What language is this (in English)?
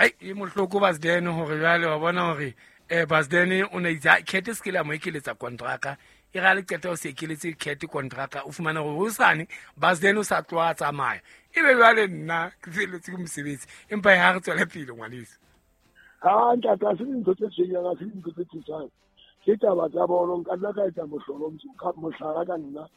Southern Sotho